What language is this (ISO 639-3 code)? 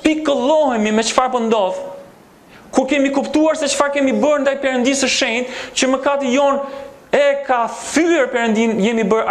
sqi